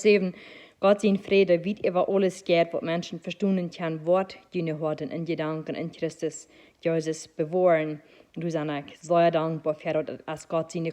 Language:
Plautdietsch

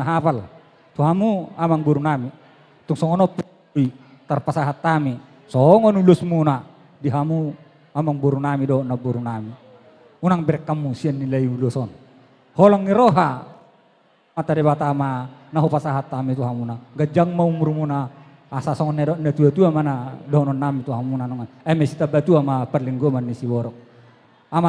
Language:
Batak Toba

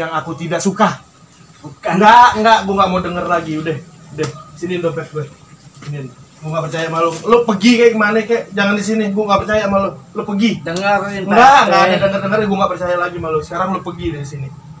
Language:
Betawi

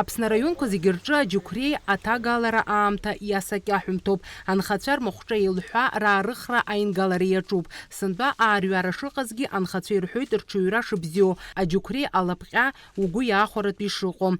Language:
Abkhazian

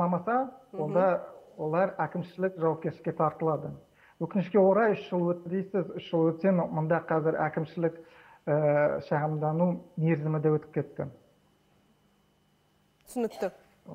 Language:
Kazakh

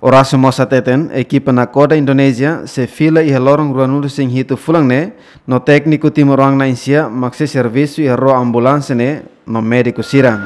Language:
Tetum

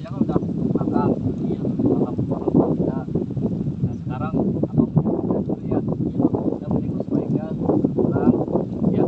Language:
Betawi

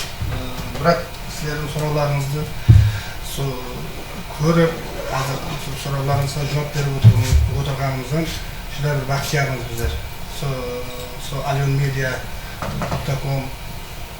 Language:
Kara-Kalpak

